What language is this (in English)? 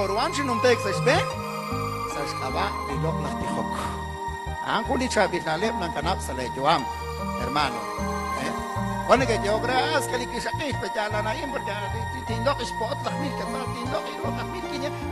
Kekchí